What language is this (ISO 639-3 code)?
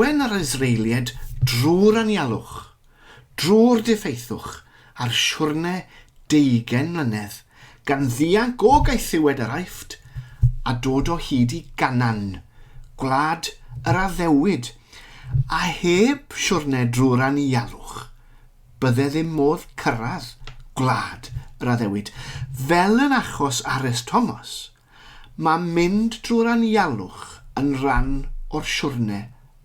cym